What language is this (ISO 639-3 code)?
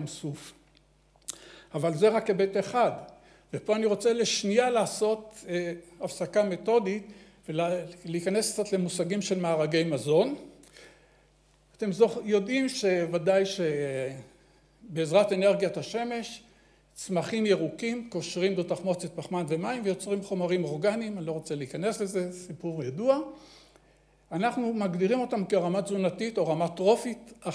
heb